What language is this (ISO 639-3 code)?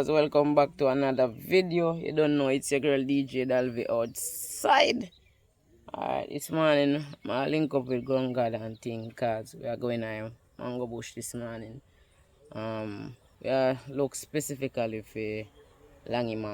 jam